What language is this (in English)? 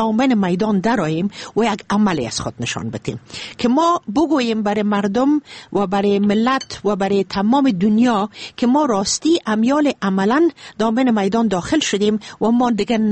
Persian